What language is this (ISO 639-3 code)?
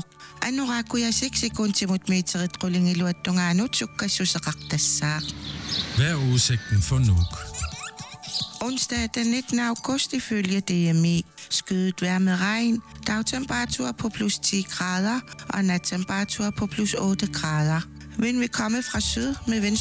dan